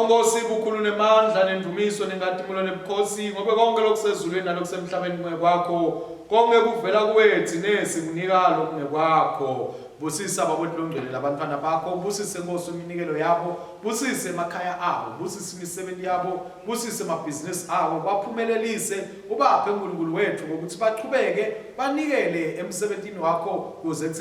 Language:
Swati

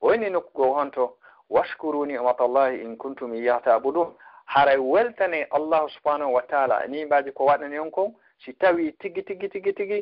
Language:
Fula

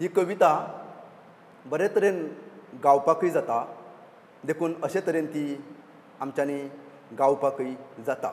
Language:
Konkani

